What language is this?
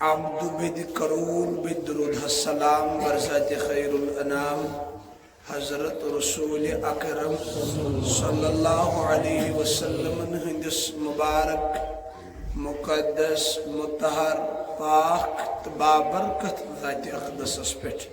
Kashmiri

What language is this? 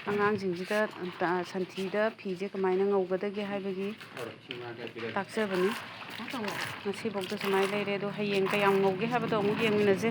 Manipuri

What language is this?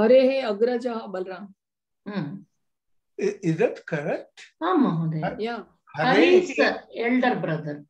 Sanskrit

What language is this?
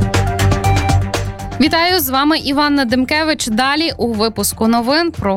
Ukrainian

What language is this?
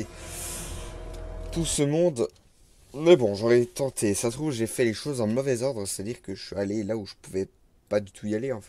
French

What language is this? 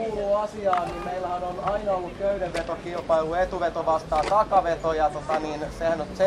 Finnish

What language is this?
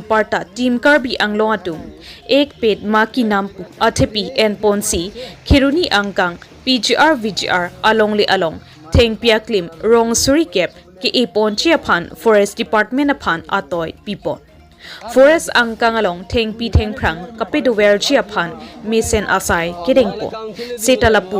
Karbi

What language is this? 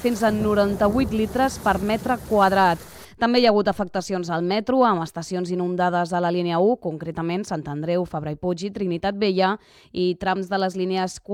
Catalan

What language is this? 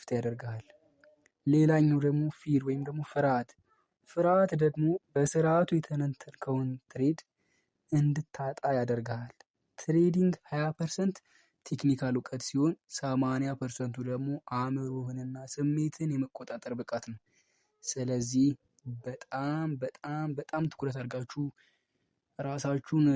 Amharic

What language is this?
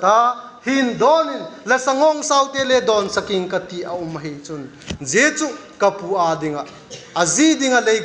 Vaiphei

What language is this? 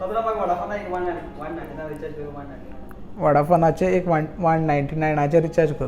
Konkani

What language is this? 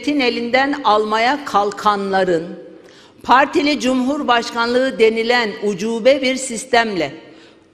Turkish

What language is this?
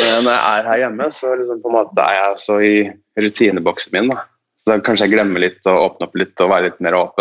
Norwegian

